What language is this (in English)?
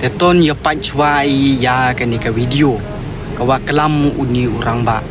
Khasi